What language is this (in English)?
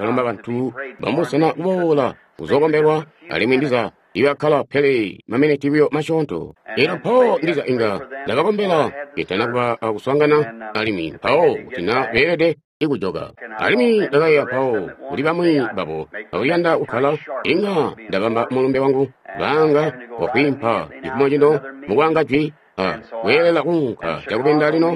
Tonga (Zambia)